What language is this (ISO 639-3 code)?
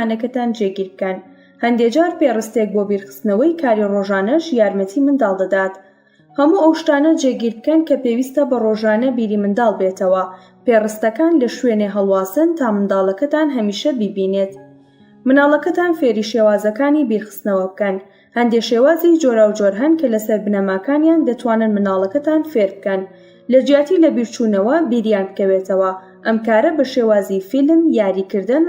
ckb